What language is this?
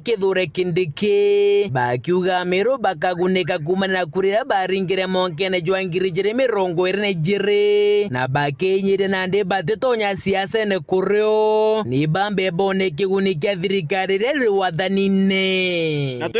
Meru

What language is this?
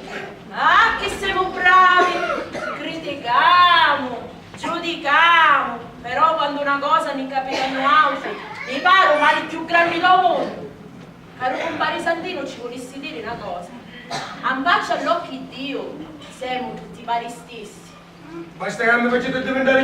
Sicilian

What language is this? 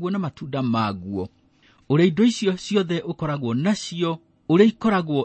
Kikuyu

